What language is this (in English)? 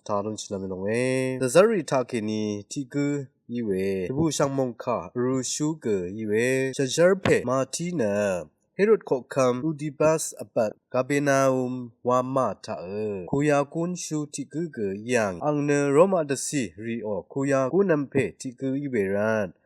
Rawang